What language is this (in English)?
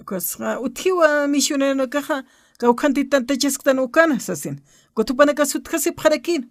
Aymara